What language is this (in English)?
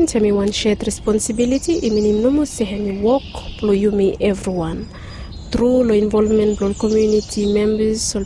Bislama